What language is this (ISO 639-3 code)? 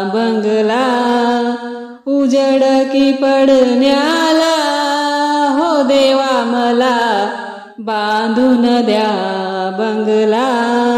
mar